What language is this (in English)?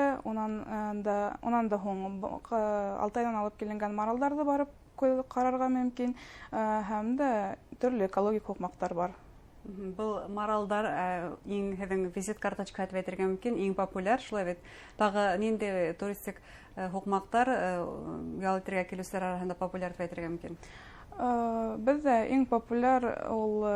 Bashkir